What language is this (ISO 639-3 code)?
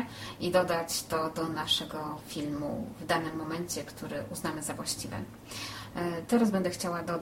pol